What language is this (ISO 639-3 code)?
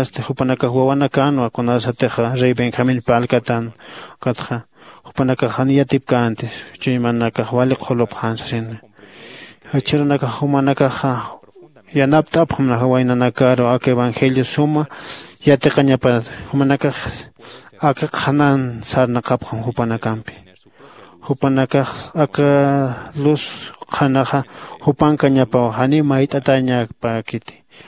aym